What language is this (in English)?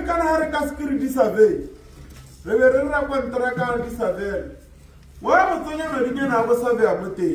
Tswana